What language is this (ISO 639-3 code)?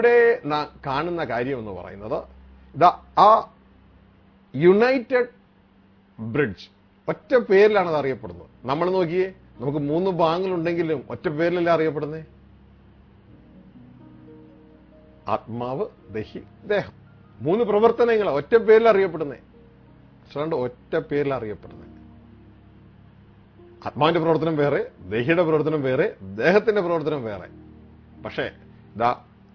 mal